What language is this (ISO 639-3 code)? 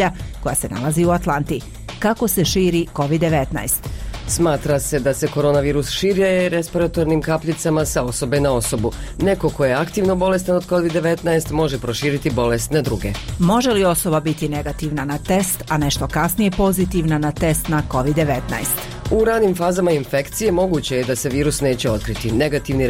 srp